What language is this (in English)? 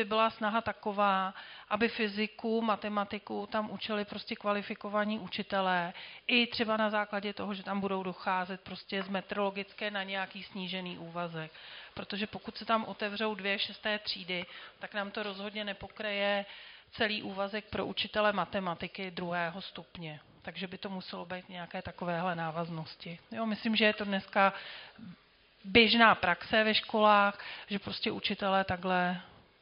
Czech